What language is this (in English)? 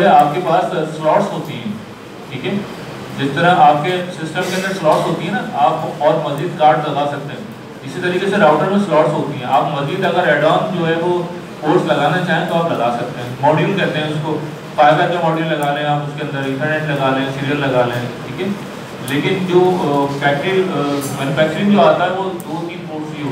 Hindi